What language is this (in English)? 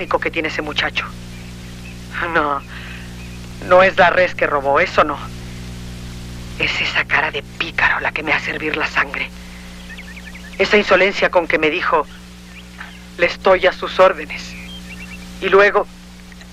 Spanish